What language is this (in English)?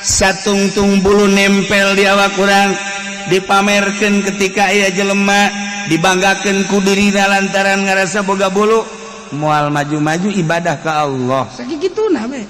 Sundanese